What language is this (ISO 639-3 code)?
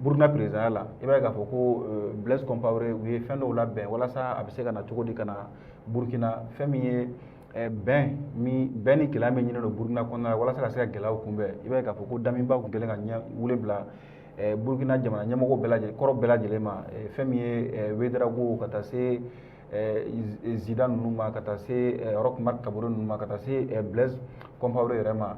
bam